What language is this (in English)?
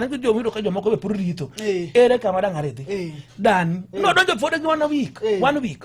Luo (Kenya and Tanzania)